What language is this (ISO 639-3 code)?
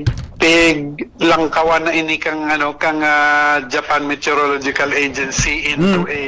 bik